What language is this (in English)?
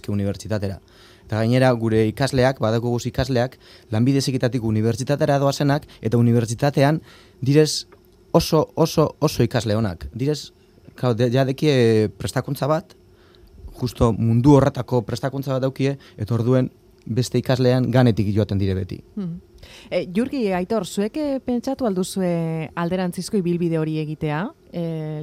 Basque